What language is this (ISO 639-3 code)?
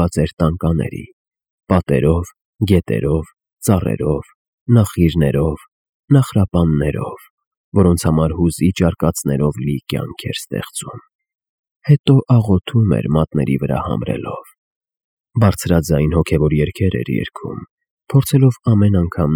hye